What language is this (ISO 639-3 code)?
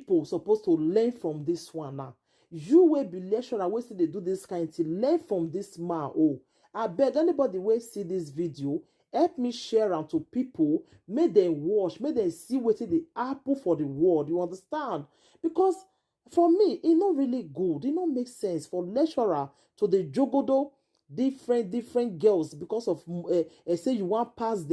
pcm